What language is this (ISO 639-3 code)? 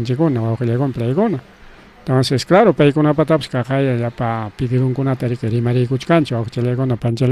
quy